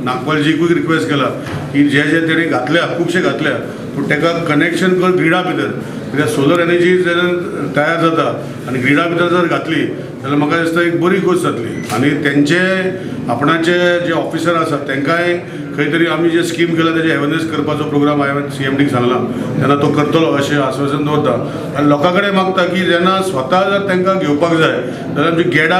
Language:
Konkani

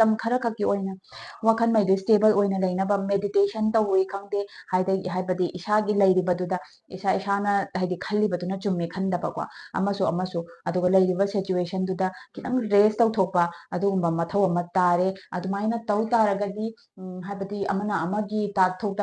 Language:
Manipuri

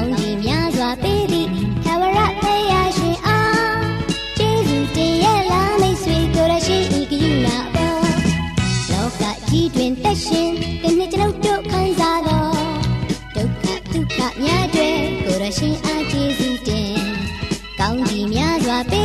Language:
Burmese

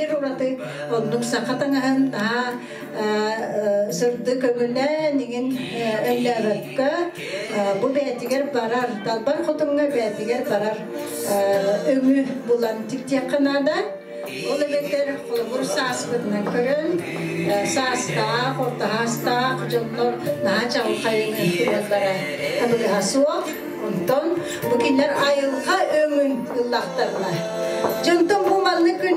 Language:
Yakut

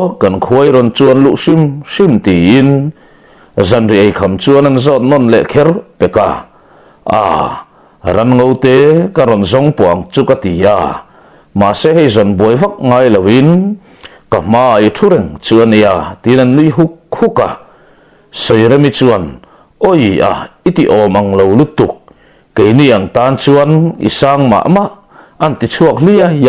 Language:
Mizo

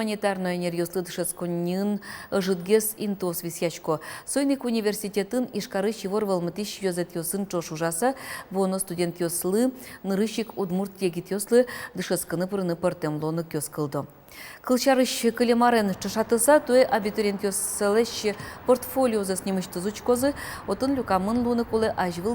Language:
Udmurt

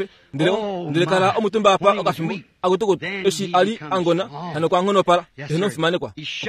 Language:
Kuanyama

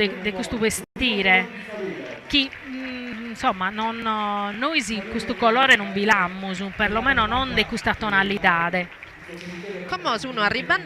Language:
Sardinian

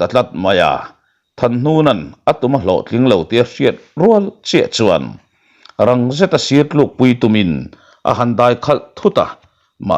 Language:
Mizo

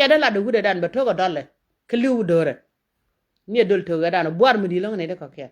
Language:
Nuer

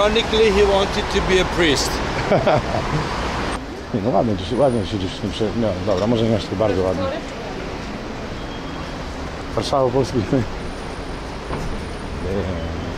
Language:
Polish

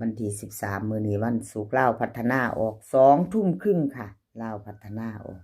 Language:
Northeastern Thai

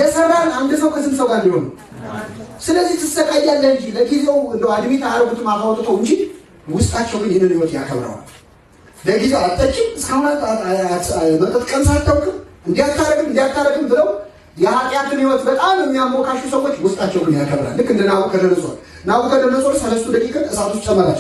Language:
Amharic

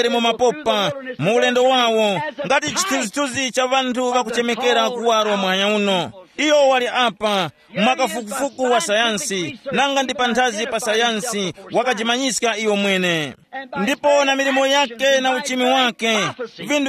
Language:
Tumbuka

